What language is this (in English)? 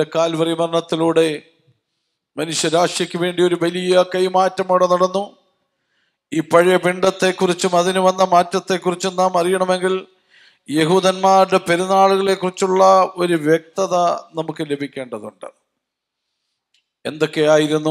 Malayalam